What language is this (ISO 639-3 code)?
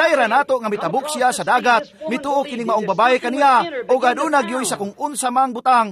ceb